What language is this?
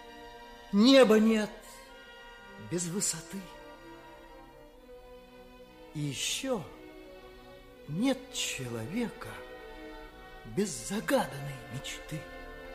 Russian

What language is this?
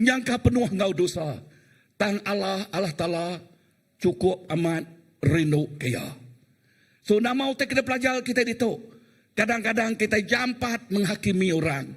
Iban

